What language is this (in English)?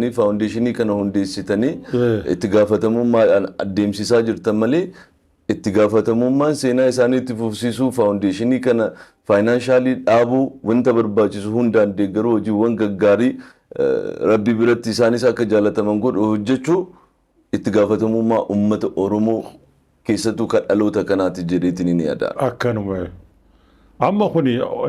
Oromo